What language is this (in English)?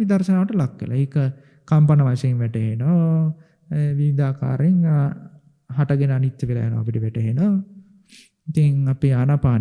Sinhala